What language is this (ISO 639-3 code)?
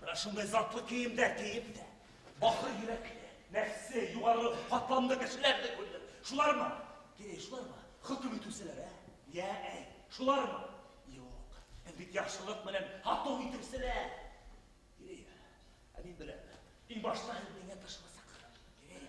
bak